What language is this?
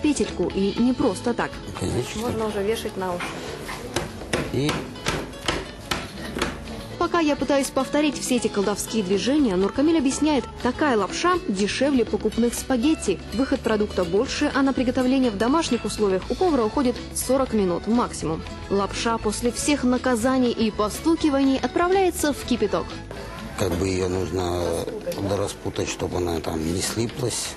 Russian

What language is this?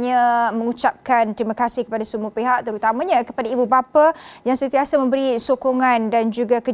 Malay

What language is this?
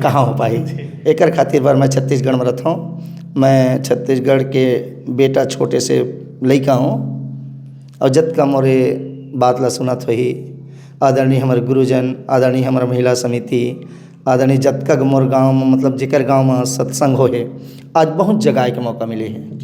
Chhattisgarhi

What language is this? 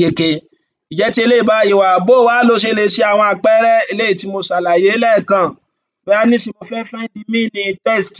Yoruba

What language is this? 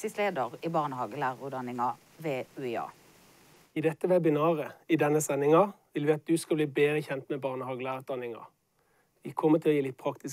Norwegian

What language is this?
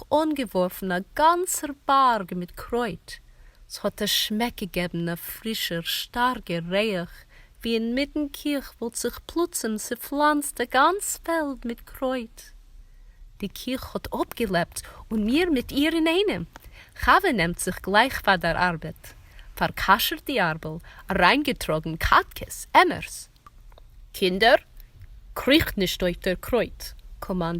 Yiddish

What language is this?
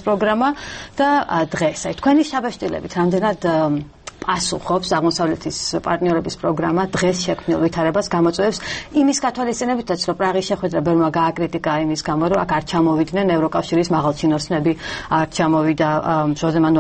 Georgian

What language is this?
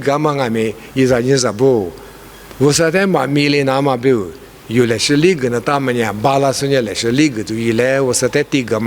Lisu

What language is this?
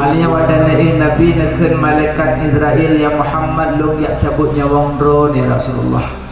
Achinese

